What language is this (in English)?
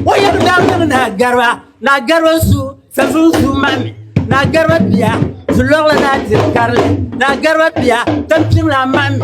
Dagbani